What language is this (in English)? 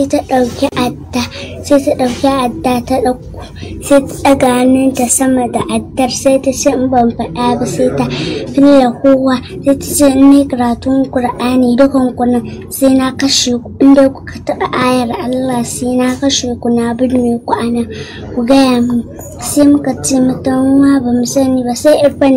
Hausa